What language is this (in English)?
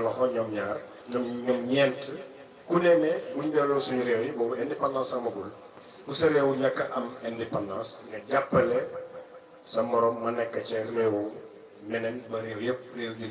Wolof